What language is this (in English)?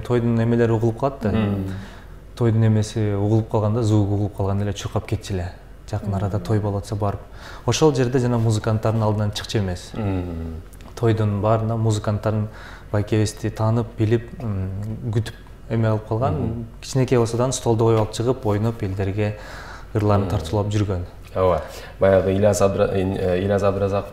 Kyrgyz